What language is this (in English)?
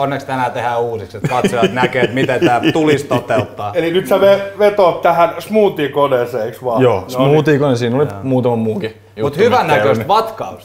Finnish